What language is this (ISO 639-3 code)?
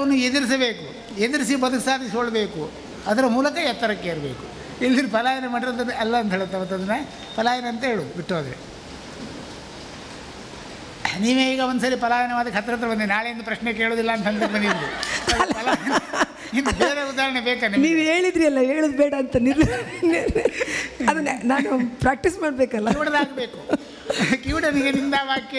kan